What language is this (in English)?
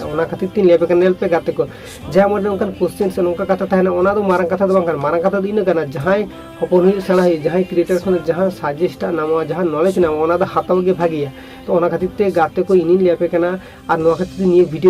Santali